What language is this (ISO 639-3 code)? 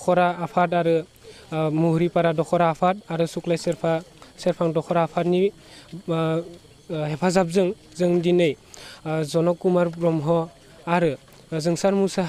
brx